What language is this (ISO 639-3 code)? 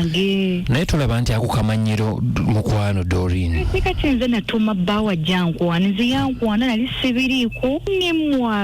lug